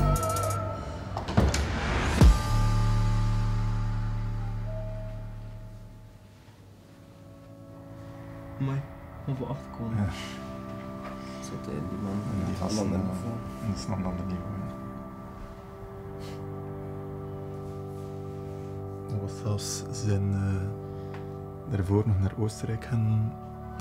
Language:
Dutch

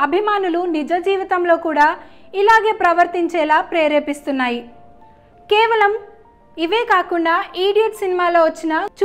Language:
Telugu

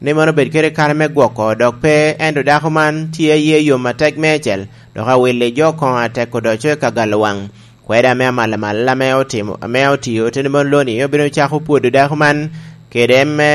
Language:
Lango (Uganda)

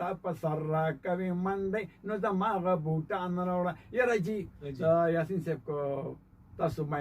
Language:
Pashto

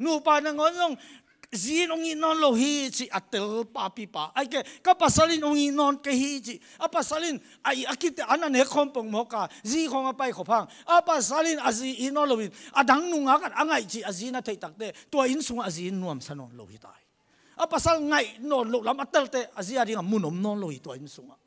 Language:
Tedim Chin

